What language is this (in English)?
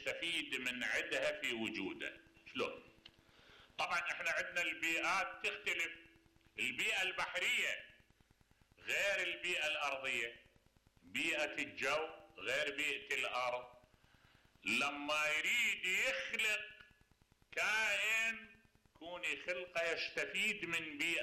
Mesopotamian Arabic